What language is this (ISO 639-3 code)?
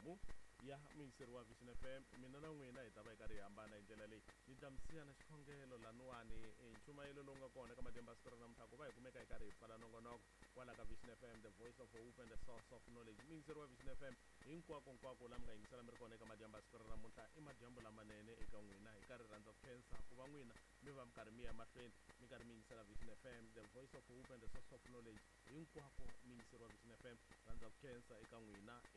tso